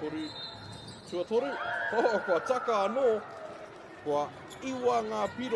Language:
Māori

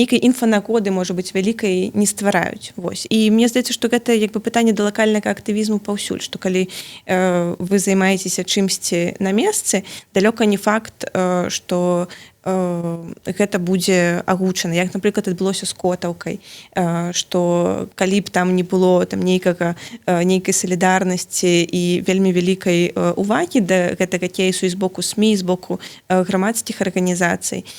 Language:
Belarusian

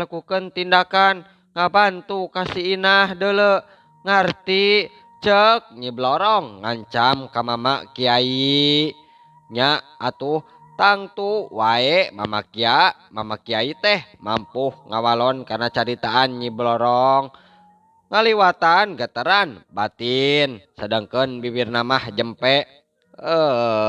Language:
Sundanese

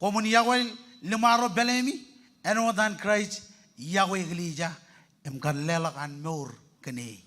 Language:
Marshallese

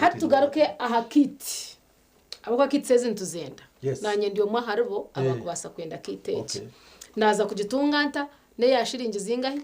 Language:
Nyankole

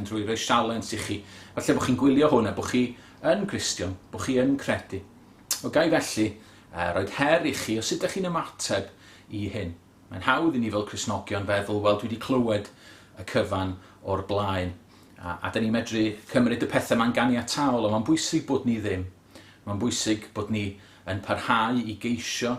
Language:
Welsh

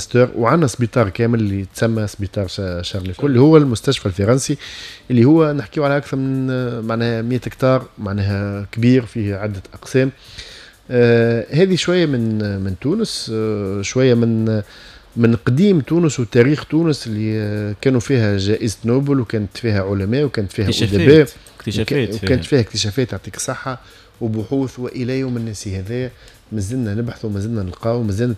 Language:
Tunisian Arabic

